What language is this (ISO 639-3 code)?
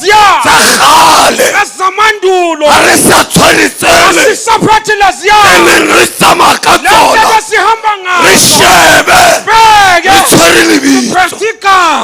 sot